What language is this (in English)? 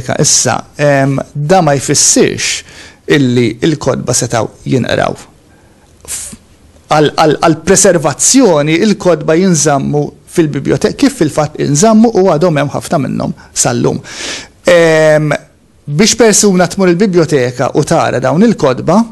Maltese